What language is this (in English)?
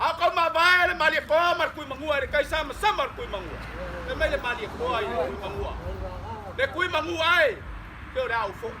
Samoan